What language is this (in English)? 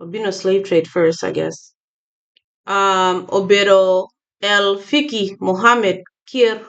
Acoli